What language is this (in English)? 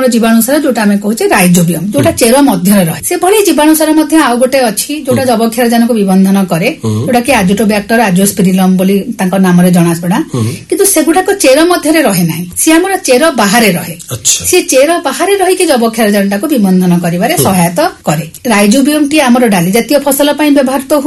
Odia